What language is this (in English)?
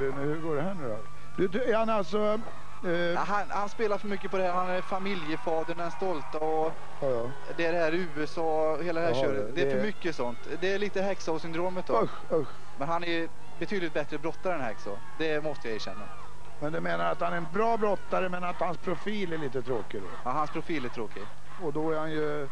Swedish